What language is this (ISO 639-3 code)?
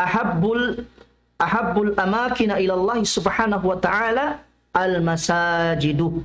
tsg